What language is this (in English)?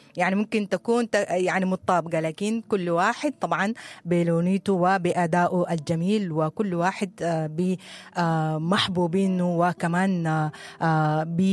Sudanese Arabic